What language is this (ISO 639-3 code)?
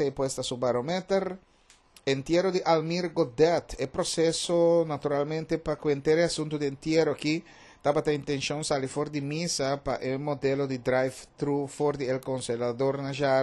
pap